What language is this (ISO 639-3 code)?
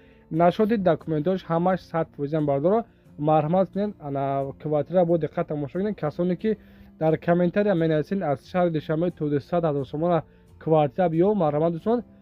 tgk